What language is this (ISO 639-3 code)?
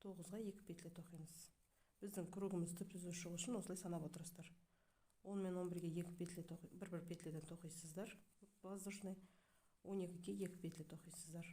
kaz